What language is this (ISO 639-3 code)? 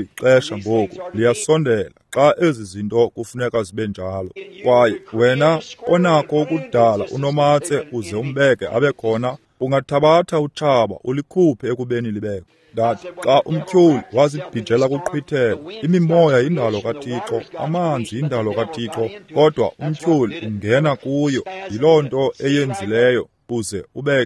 xho